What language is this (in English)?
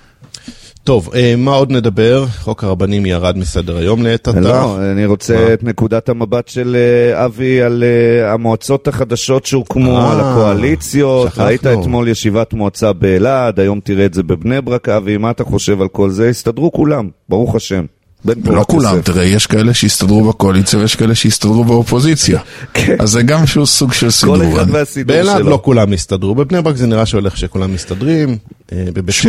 Hebrew